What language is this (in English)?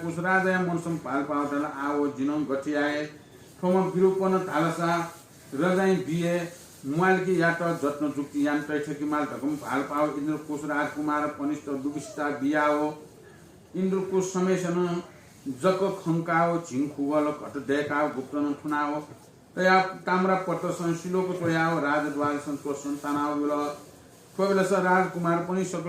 Newari